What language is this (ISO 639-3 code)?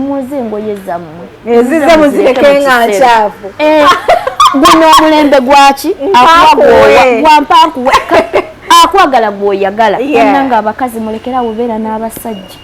lug